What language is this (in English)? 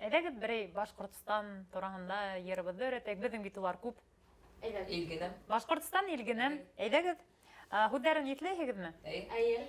Bashkir